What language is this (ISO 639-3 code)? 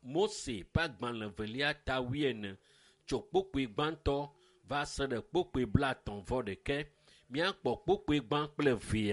ewe